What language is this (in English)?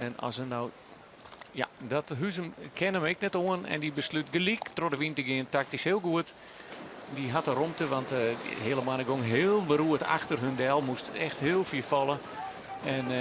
Western Frisian